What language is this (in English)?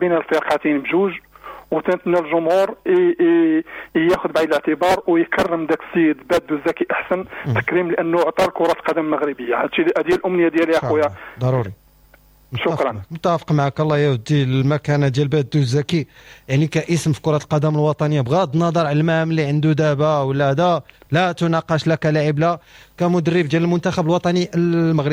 Moroccan Arabic